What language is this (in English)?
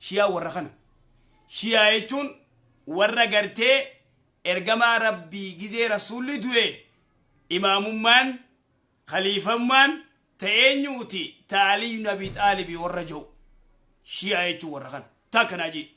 Oromo